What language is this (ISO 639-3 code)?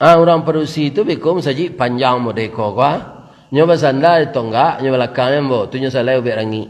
min